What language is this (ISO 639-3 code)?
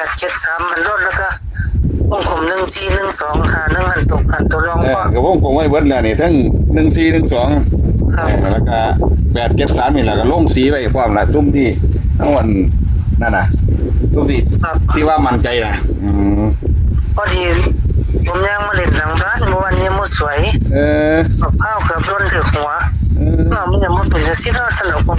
tts